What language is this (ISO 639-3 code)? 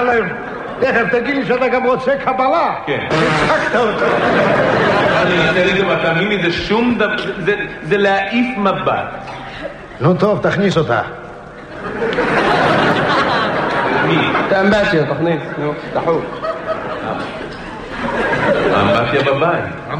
heb